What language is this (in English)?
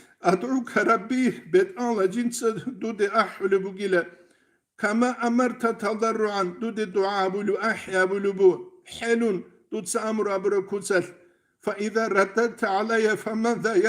Avaric